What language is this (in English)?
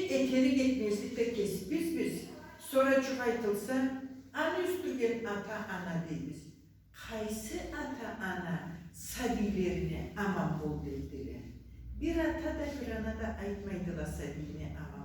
Karachay-Balkar